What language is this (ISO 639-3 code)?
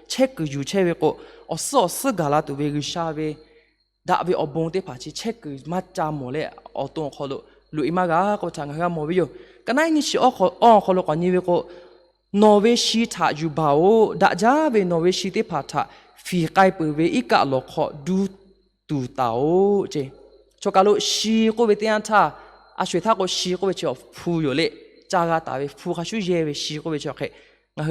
lhu